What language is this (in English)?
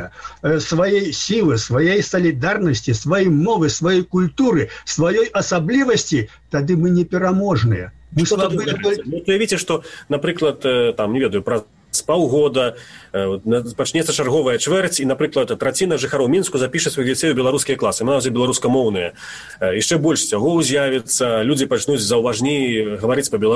Belarusian